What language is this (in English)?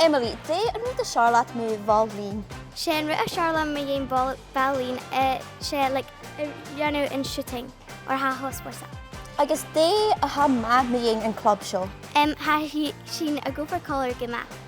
Scottish Gaelic